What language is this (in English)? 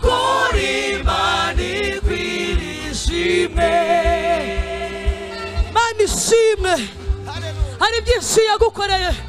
Kinyarwanda